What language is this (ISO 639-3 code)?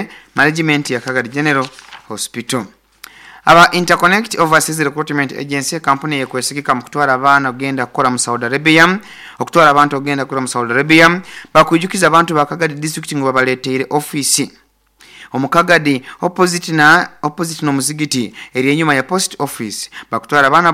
nyo